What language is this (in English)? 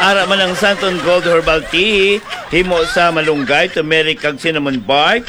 Hiligaynon